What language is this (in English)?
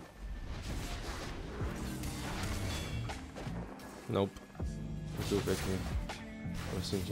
Czech